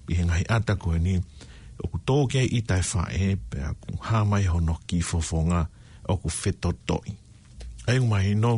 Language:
Tongan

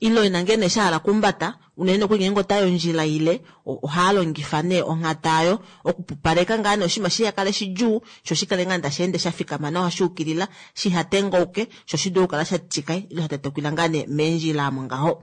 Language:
Kuanyama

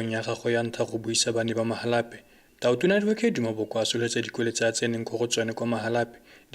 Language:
Tswana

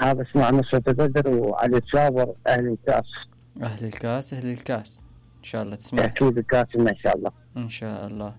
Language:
Mesopotamian Arabic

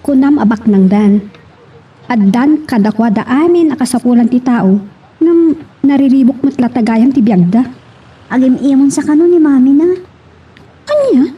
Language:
Iloko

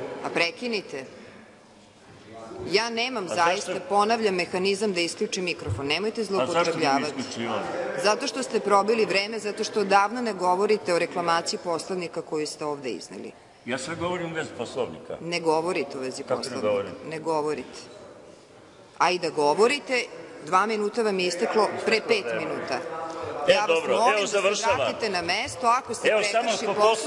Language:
Serbian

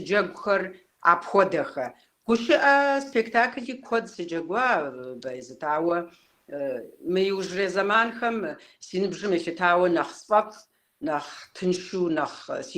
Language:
Kabardian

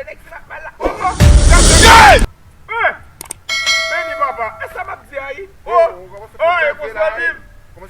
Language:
Haitian Creole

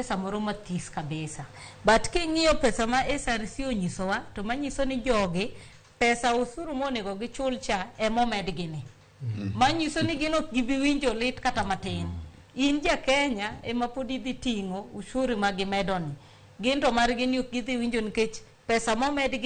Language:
Luo (Kenya and Tanzania)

